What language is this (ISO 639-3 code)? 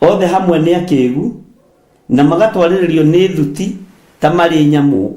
kik